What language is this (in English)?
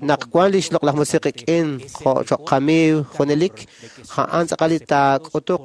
Kekchí